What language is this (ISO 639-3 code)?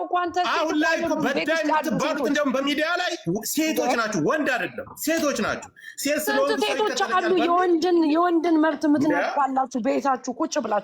amh